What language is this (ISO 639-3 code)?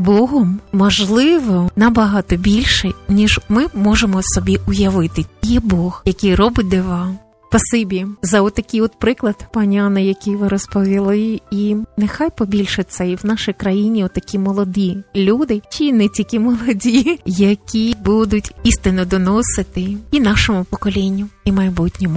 ukr